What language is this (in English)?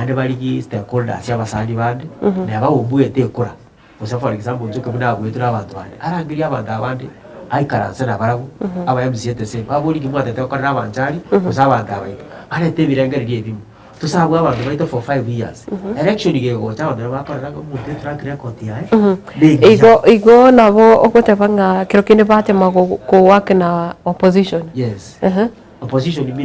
Gusii